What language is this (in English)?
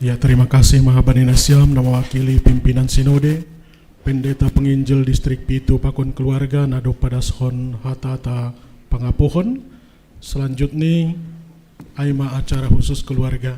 Batak Simalungun